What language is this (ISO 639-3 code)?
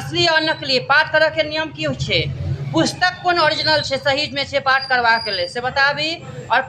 mai